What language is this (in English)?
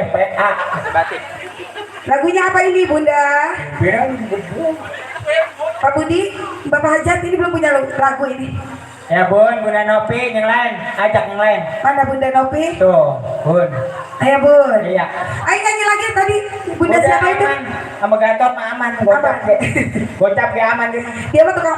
Betawi